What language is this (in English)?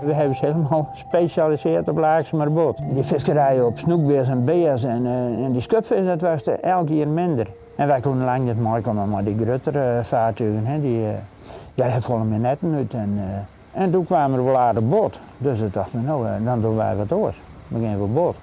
Western Frisian